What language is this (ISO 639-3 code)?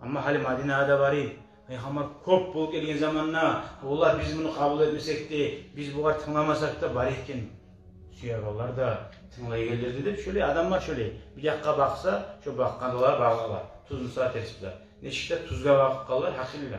kum